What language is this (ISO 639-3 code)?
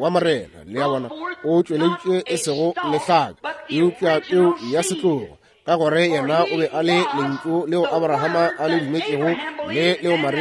nso